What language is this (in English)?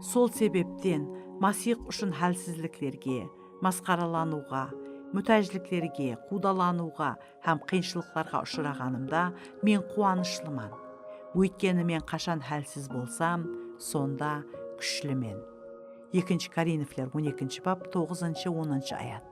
Kara-Kalpak